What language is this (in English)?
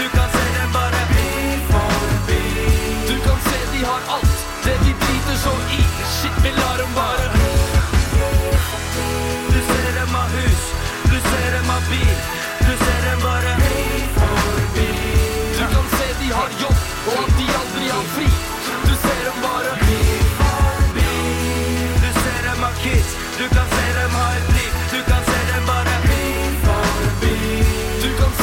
Norwegian